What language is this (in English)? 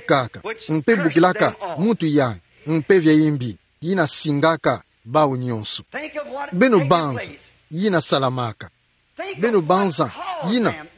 Kituba (Democratic Republic of Congo)